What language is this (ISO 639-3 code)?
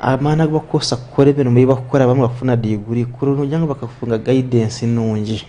nyn